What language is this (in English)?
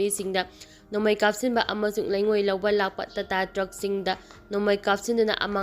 Manipuri